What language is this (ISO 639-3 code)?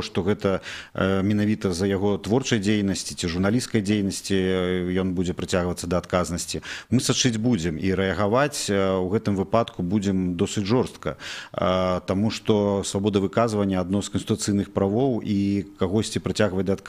bel